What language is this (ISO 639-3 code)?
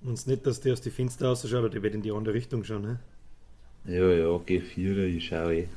bar